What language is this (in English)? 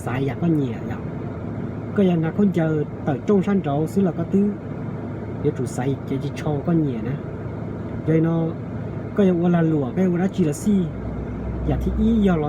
Hmong